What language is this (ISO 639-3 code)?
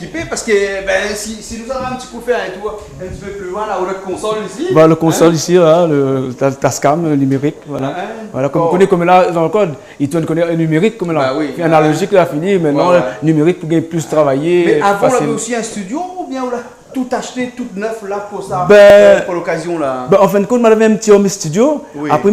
rcf